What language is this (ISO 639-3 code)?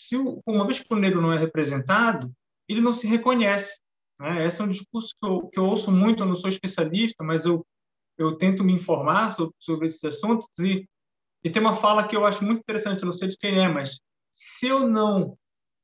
por